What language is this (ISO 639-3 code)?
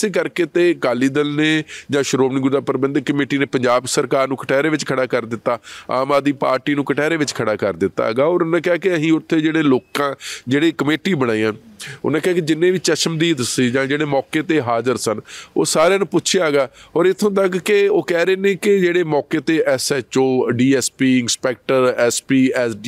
pan